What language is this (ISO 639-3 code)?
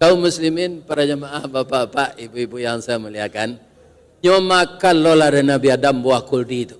min